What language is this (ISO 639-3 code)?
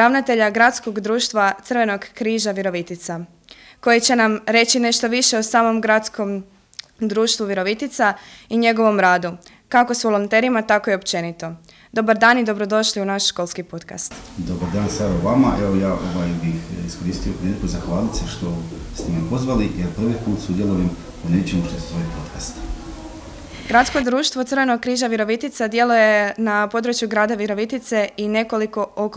hrv